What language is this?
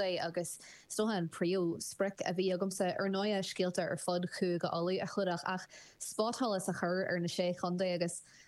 Irish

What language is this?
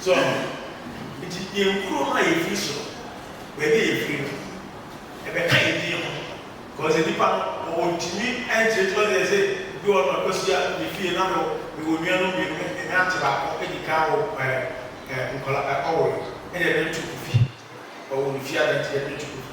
Akan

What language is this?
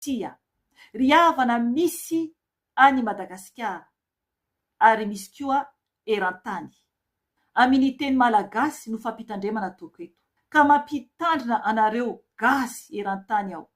Malagasy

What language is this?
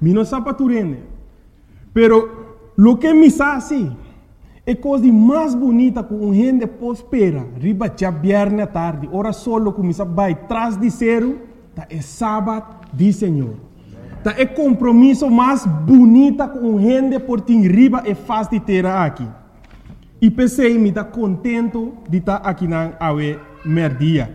Papiamento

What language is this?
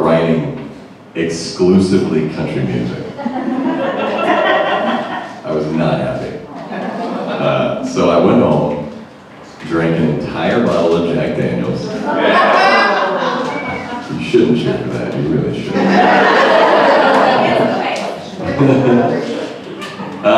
English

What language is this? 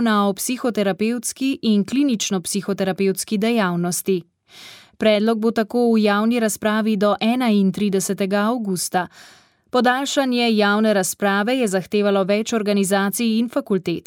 Slovenian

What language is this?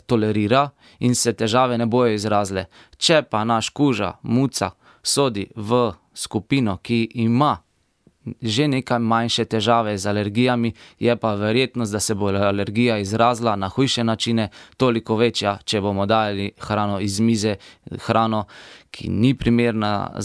Slovenian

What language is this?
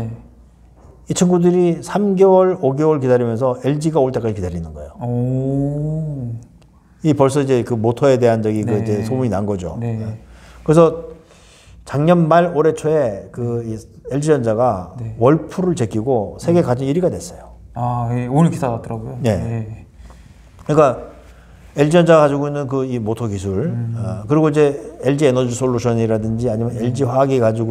Korean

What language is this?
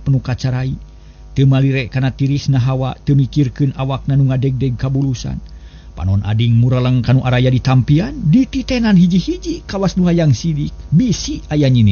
Sundanese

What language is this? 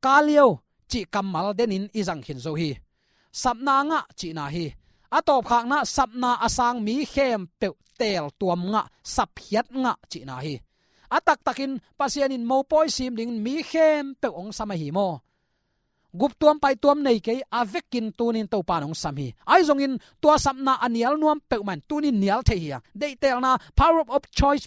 Tedim Chin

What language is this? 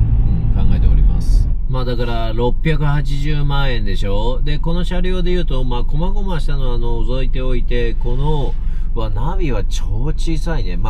Japanese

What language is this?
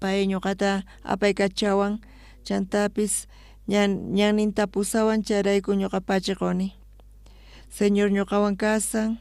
South Bolivian Quechua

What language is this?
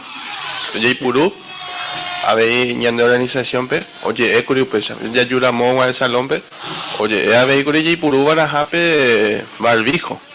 Guarani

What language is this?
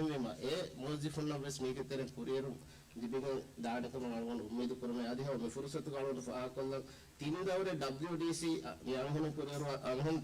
Divehi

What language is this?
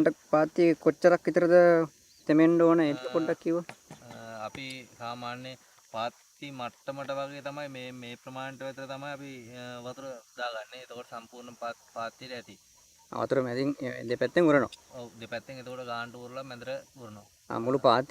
Sinhala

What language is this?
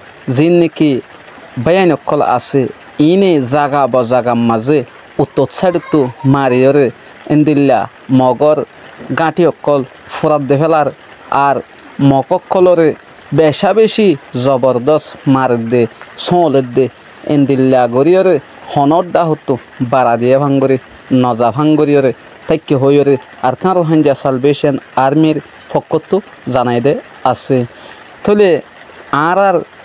Rohingya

